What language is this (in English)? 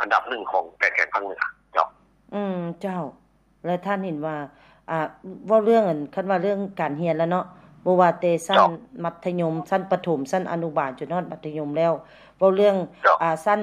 Lao